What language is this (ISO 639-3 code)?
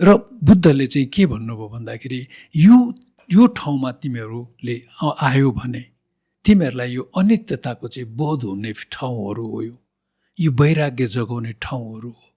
nep